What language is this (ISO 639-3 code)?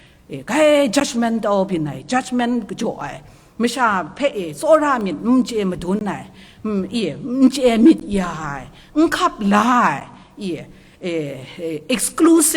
kac